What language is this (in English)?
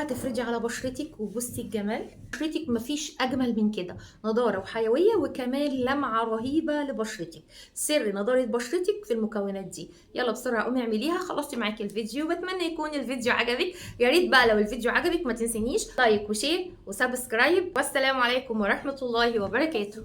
Egyptian Arabic